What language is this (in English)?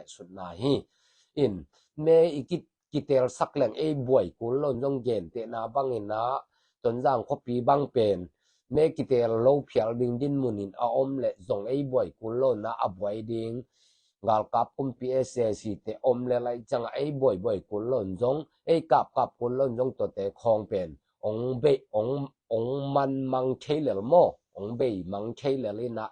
Tedim Chin